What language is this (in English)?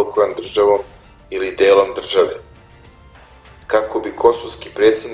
Serbian